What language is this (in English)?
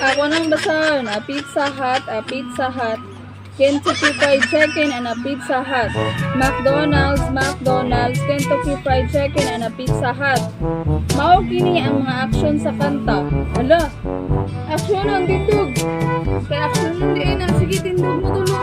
Cebuano